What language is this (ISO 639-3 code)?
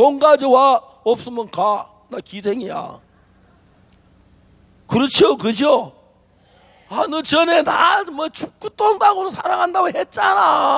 kor